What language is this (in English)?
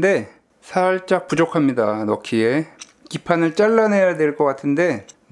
Korean